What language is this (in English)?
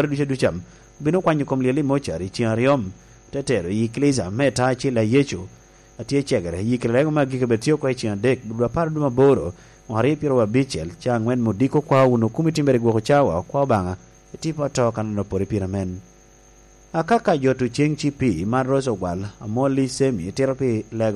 Lango (Uganda)